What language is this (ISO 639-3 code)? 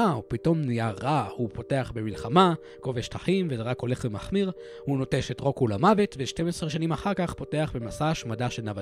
heb